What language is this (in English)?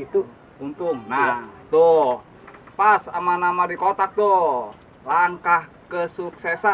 Betawi